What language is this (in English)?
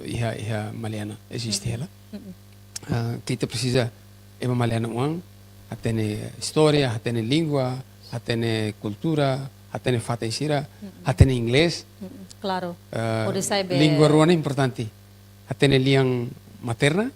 Tetum